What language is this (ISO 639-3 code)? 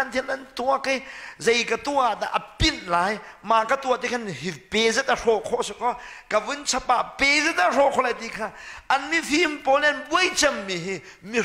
cnh